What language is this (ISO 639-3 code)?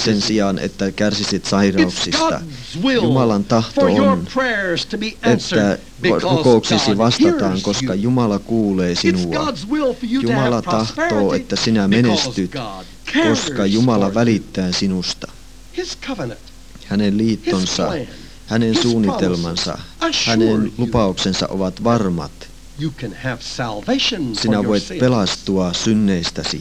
fin